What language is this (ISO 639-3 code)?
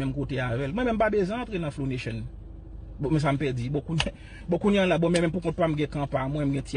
hat